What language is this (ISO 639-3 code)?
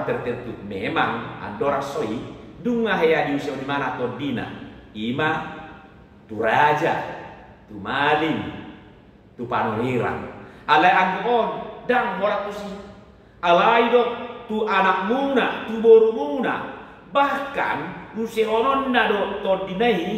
bbc